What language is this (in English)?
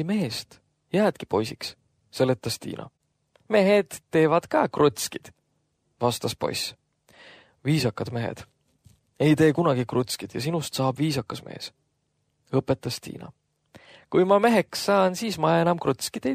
Estonian